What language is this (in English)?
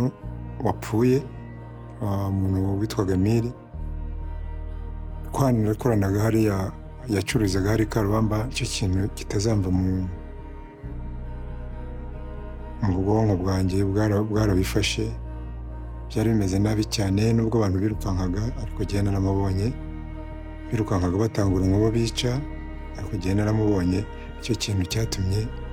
Kinyarwanda